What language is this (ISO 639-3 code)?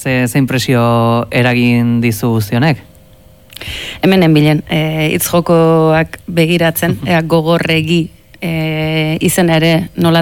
eus